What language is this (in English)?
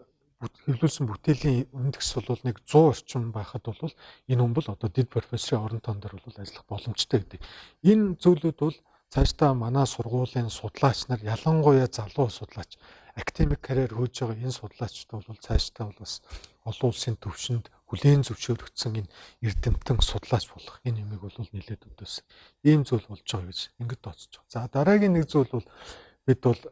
Mongolian